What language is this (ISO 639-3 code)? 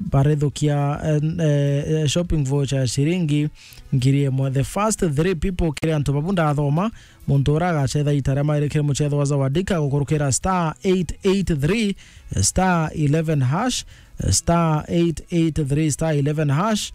mer